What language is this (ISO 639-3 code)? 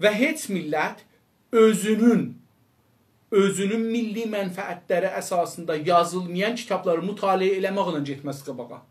azb